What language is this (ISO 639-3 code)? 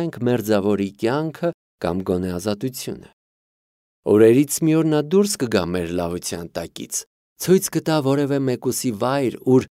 hye